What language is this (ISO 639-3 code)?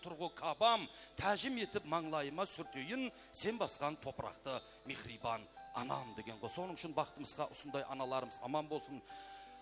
kaa